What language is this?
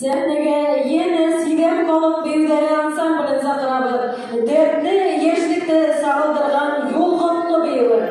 Bashkir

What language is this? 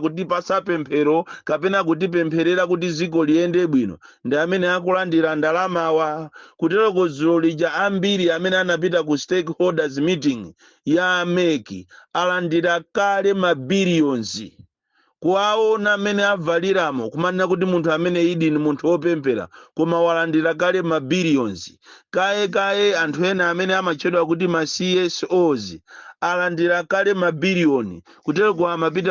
Nyanja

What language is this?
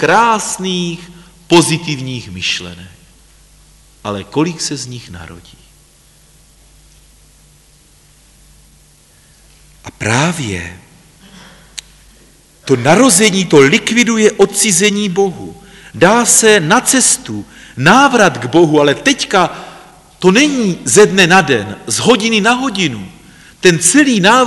Czech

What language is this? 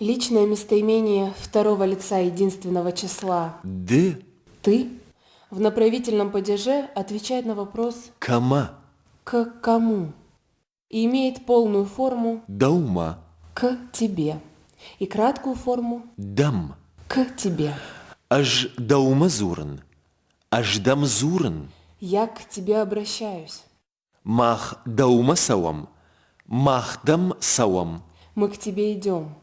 Ossetic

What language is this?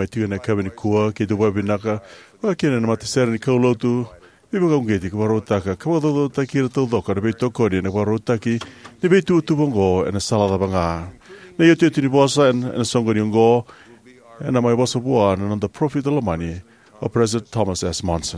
Fijian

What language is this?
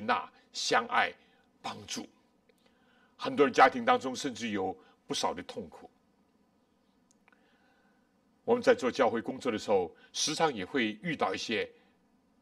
Chinese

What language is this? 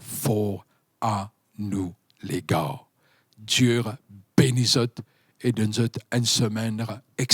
Morisyen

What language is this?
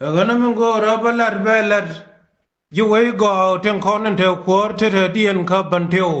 Nuer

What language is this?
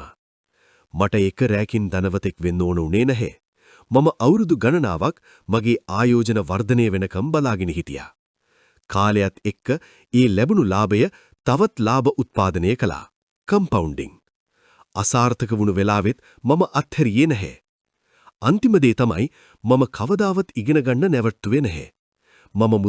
Sinhala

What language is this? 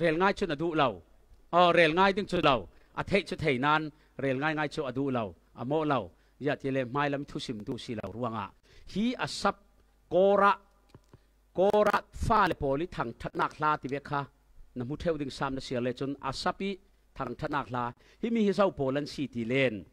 Falam Chin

